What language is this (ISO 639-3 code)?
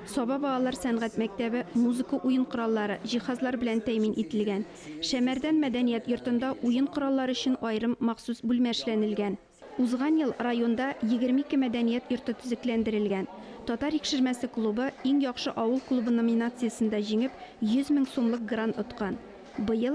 tat